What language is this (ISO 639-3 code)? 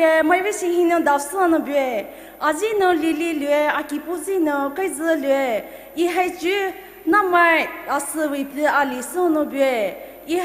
pmx